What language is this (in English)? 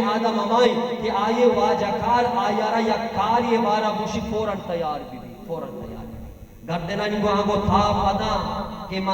Baluchi